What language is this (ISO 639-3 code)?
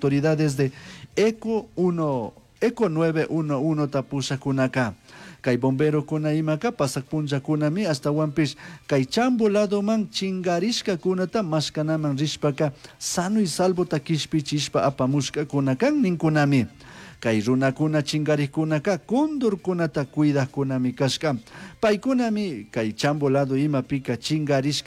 qug